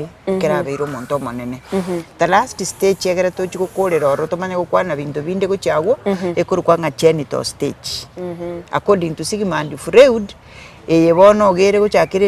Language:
Gusii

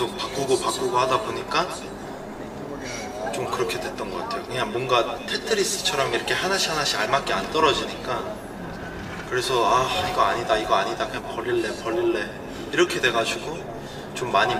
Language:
Korean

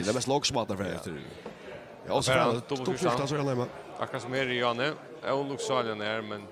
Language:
Faroese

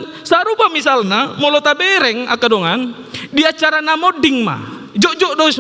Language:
Batak Toba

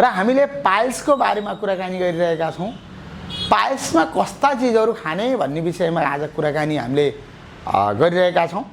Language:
Nepali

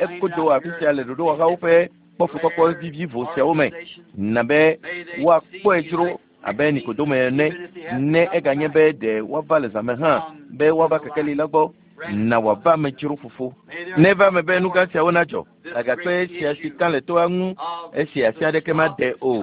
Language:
Ewe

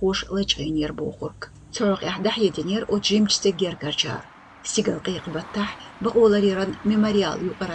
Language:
Chechen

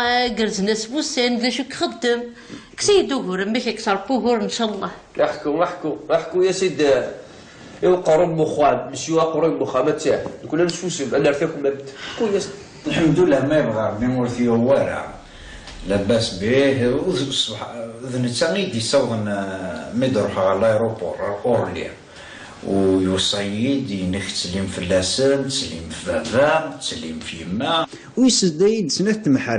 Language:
Kabyle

